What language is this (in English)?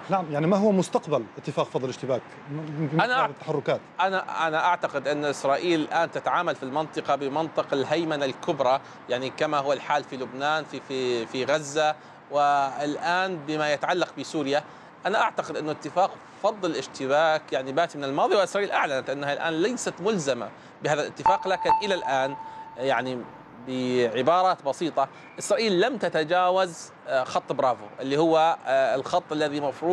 Arabic